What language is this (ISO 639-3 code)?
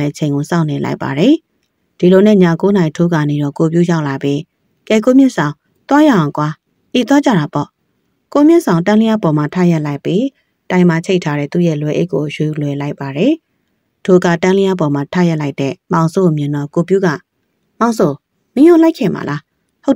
mya